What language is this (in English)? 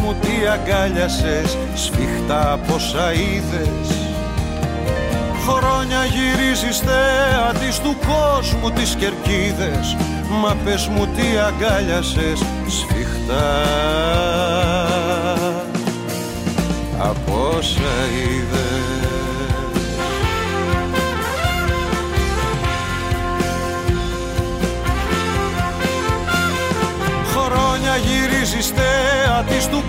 Greek